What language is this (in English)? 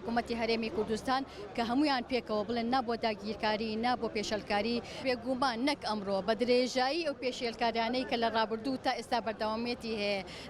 Central Kurdish